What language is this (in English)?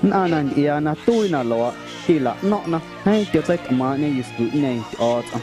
Guerrero Amuzgo